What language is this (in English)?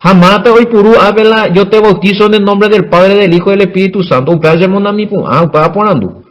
Guarani